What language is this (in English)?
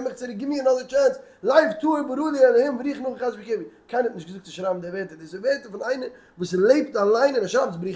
Yiddish